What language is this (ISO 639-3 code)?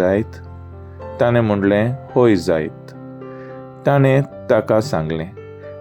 kok